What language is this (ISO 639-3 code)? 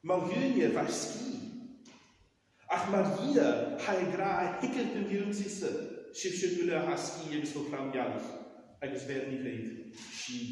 gla